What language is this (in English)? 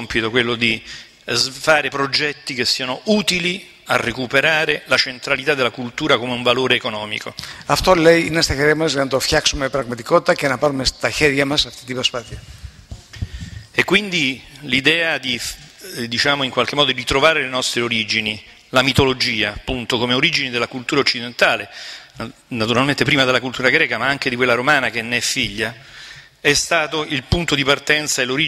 Greek